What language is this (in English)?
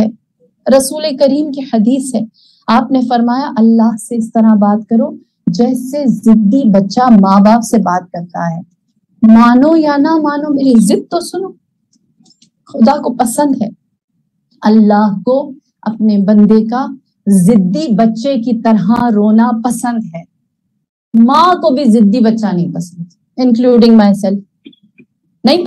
Urdu